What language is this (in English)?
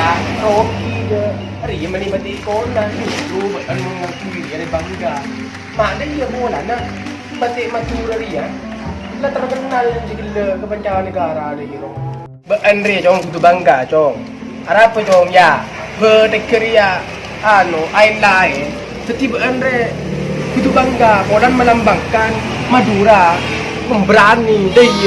Madurese